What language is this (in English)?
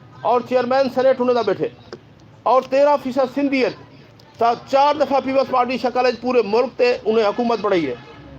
Saraiki